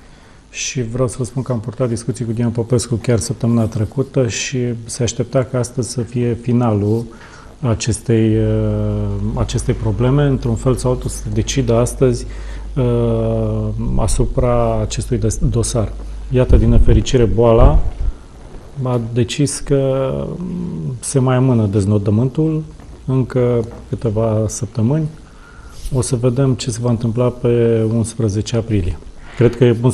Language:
Romanian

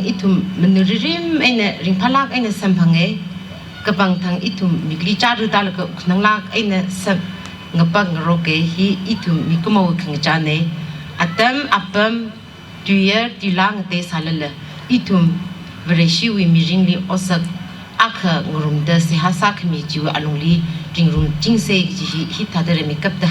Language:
Tangkhul Naga (India)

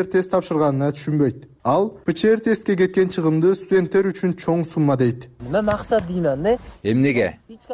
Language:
Kyrgyz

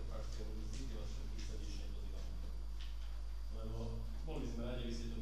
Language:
Slovak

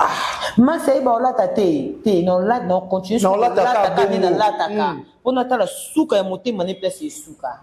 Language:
Lingala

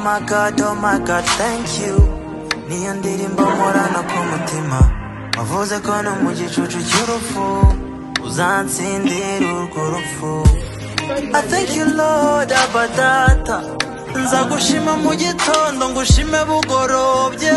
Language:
Kinyarwanda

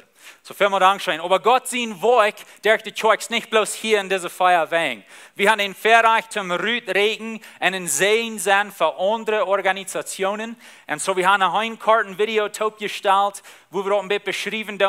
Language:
Plautdietsch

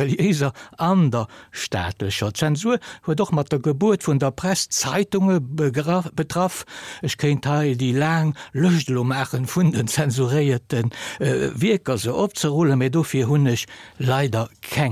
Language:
Luxembourgish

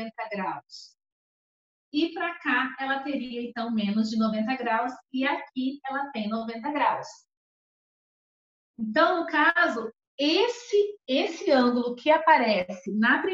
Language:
Portuguese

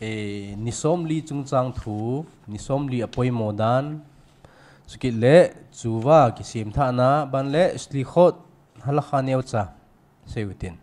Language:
Thado Chin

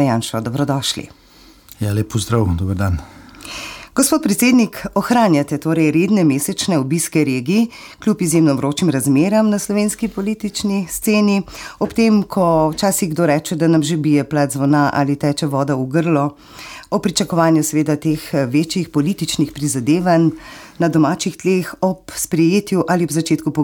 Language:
Slovenian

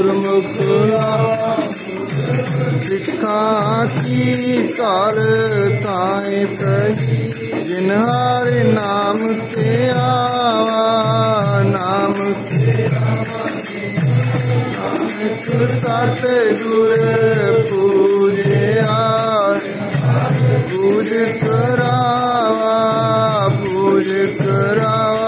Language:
Punjabi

